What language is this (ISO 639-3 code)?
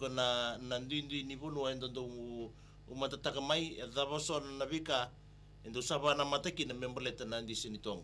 fij